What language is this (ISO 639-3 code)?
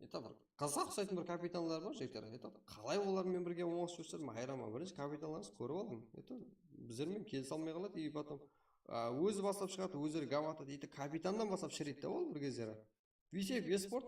kaa